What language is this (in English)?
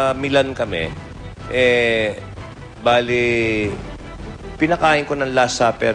Filipino